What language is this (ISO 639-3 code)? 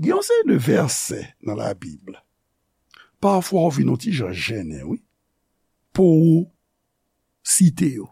hat